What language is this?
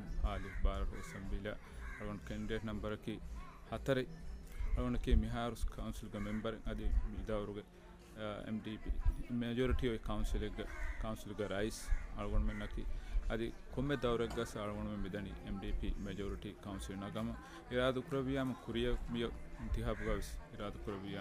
Divehi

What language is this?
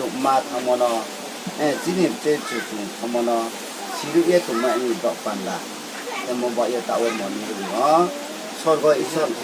Riang (India)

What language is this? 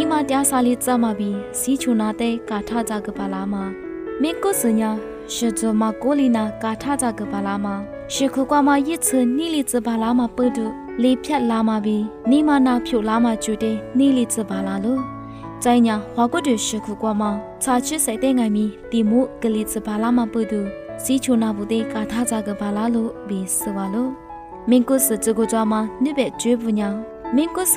Lisu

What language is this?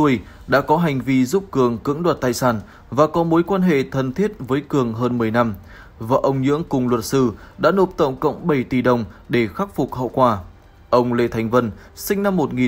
Vietnamese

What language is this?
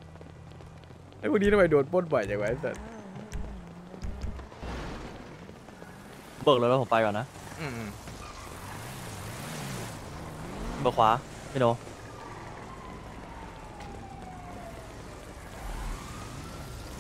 Thai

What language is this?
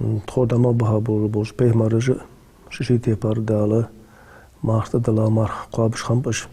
Ingush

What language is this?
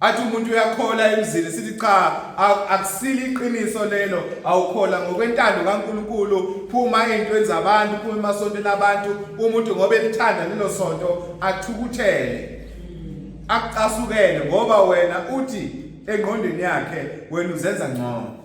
Zulu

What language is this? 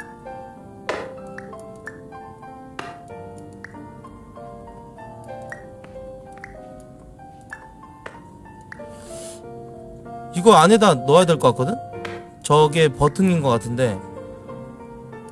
Korean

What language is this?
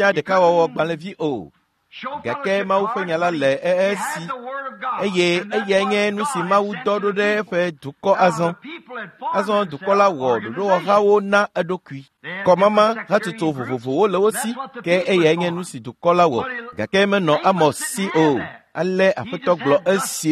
Ewe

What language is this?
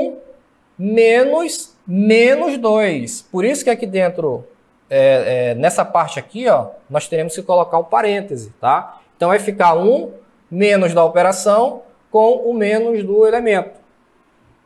Portuguese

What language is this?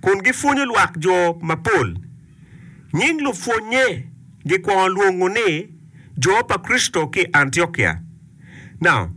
Acoli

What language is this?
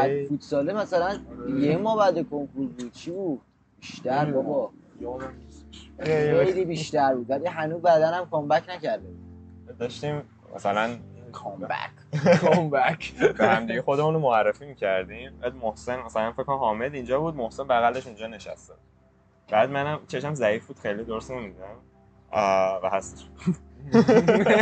Persian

